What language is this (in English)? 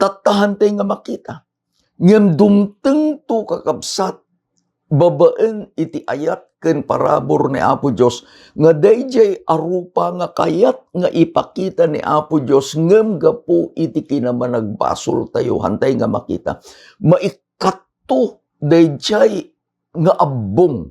Iloko